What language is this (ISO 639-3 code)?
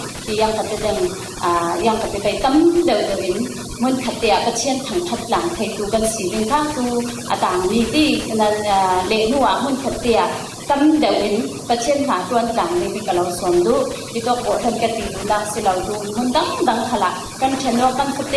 cfm